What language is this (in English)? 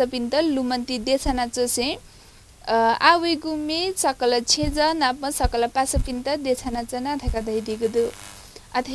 Newari